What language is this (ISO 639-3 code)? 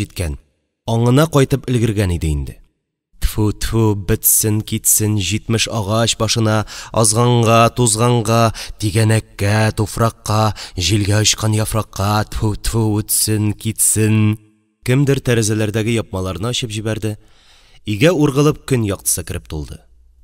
tat